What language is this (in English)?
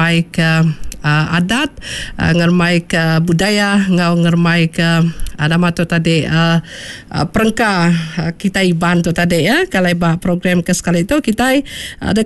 Iban